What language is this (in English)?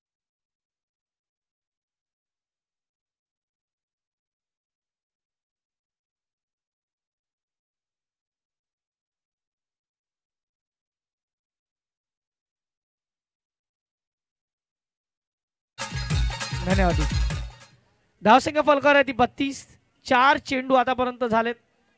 Marathi